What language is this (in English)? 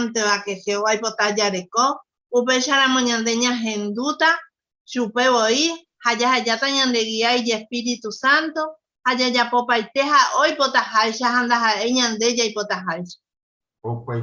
Guarani